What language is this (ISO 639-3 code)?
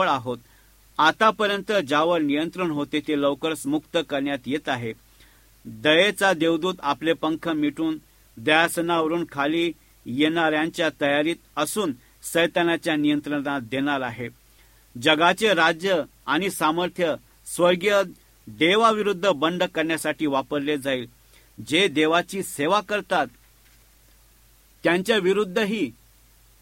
mar